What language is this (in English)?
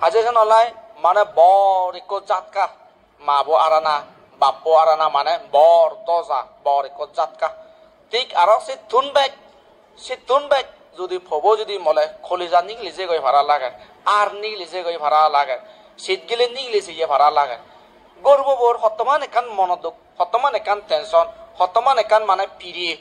Chakma